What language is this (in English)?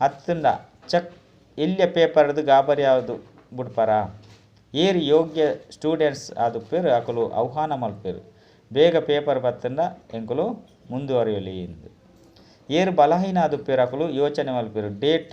Tulu